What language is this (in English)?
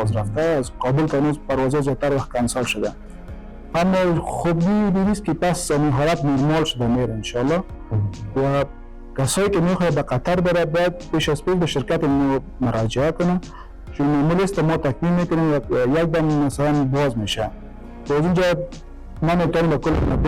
Persian